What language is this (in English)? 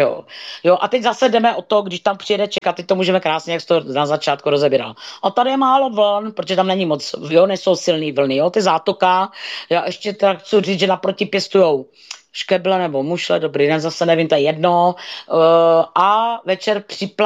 Czech